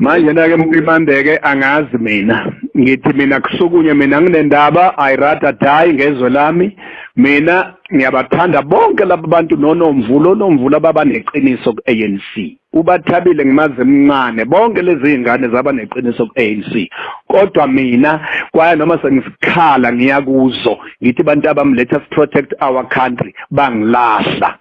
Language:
Zulu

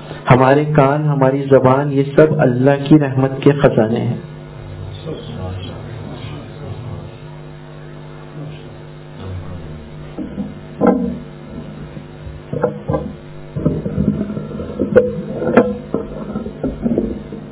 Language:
Urdu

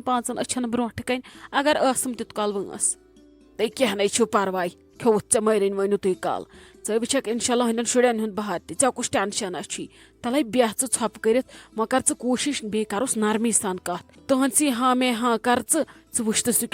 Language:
Kashmiri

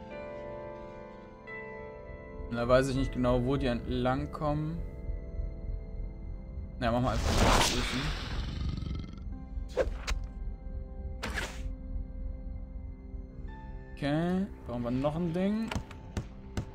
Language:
German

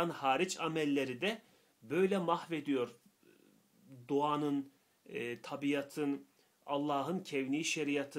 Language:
Turkish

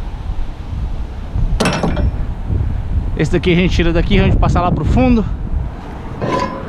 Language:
Portuguese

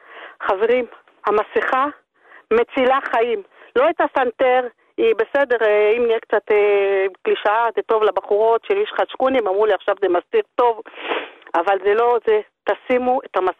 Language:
Hebrew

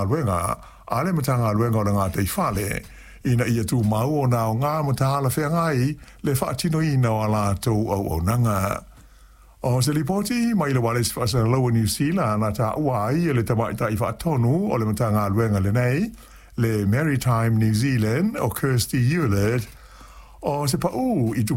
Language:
Samoan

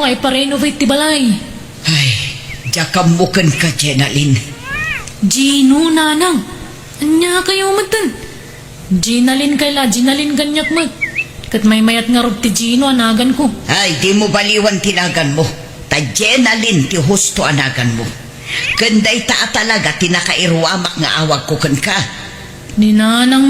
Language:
Iloko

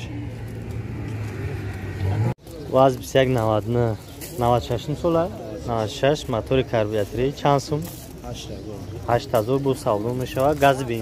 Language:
Tajik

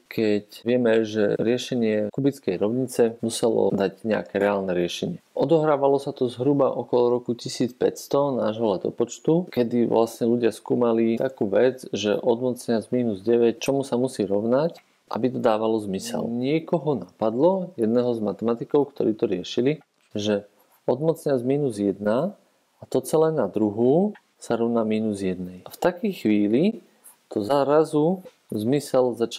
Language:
Slovak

